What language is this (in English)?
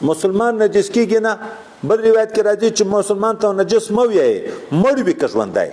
Pashto